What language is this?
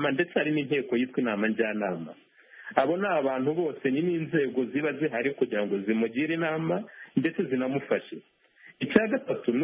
Kinyarwanda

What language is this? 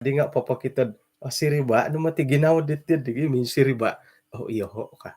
Central Dusun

